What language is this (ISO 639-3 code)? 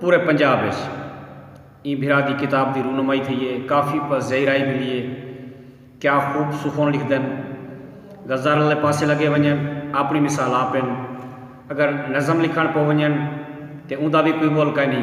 skr